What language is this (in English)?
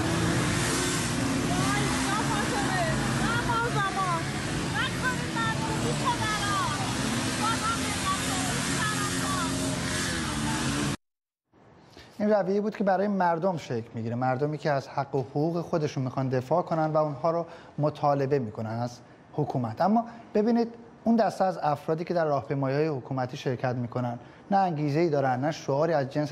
Persian